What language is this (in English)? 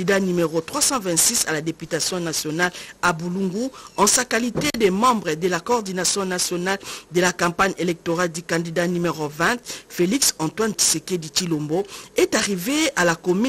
French